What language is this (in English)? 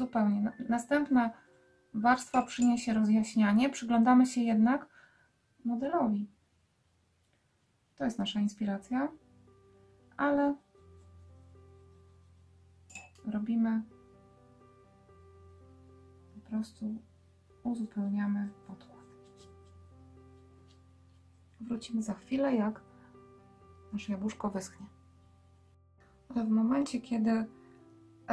Polish